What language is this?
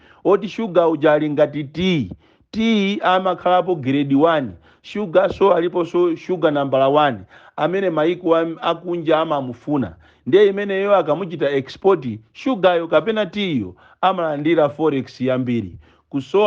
Nyanja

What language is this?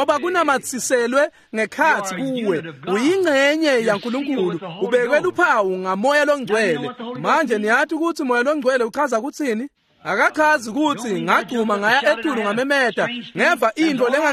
Swati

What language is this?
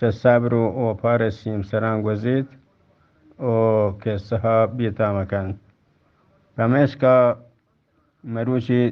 Eastern Balochi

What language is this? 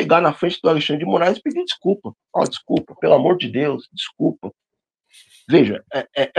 Portuguese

